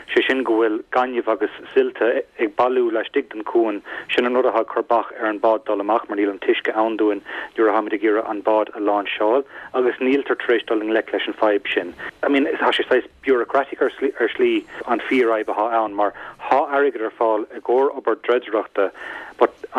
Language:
Irish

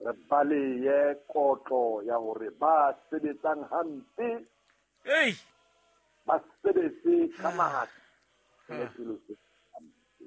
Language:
Southern Sotho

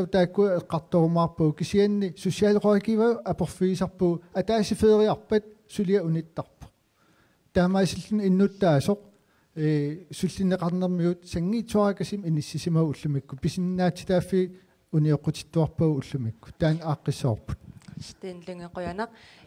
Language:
Kalaallisut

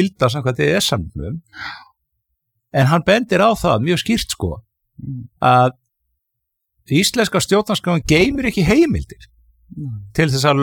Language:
Icelandic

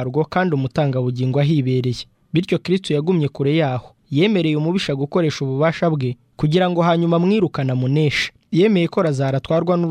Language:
Kinyarwanda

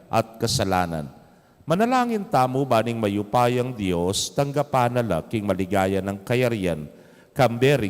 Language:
Pampanga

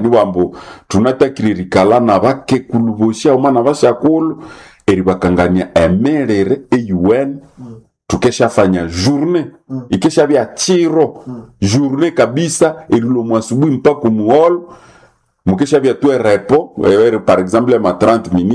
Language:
Nande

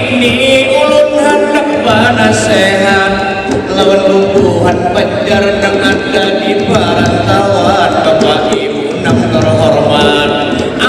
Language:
Banjar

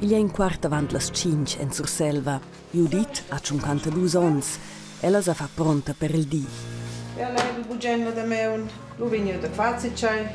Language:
Romansh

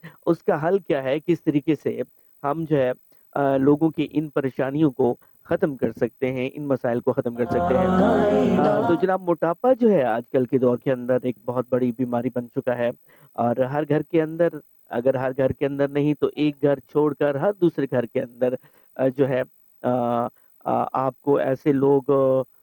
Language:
Urdu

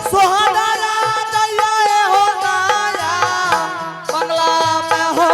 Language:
Angika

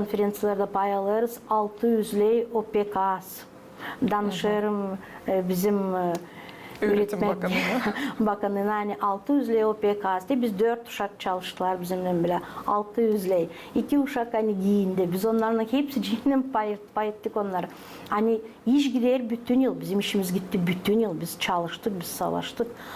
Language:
Gagauz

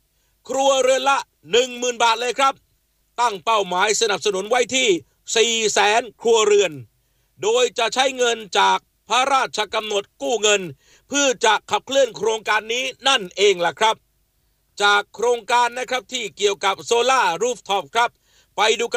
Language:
Thai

